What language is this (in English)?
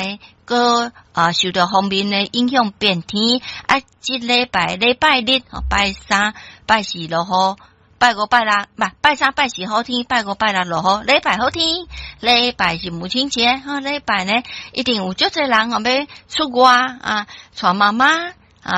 Min Nan Chinese